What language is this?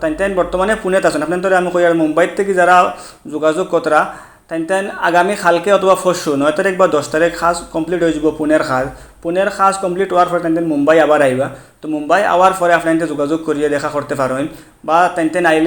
Sylheti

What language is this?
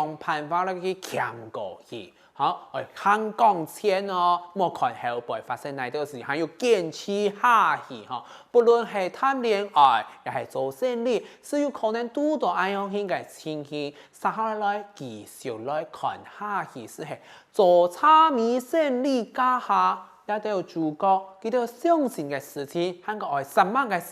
Hakka Chinese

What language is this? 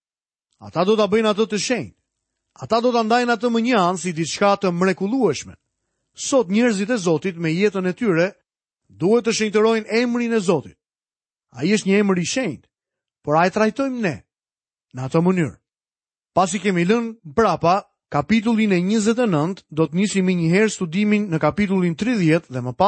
Albanian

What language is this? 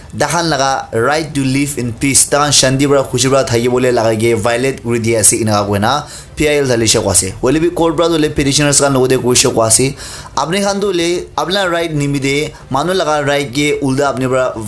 Naga Pidgin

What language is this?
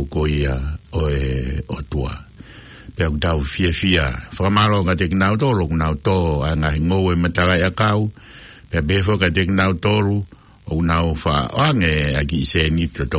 Tongan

